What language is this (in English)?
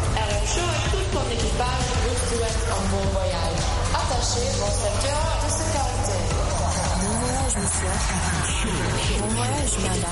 French